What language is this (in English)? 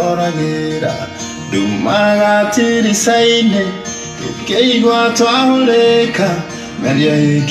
Kikuyu